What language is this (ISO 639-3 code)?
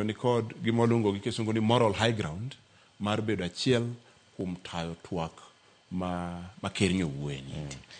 luo